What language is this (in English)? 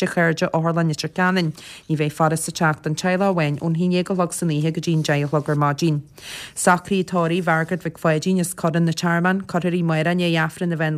Irish